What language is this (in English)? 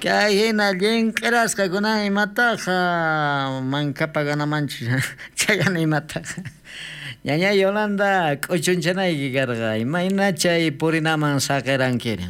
South Bolivian Quechua